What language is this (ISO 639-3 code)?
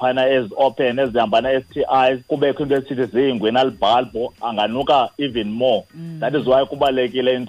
xho